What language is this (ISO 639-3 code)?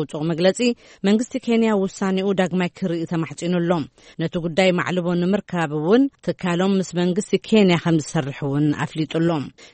tir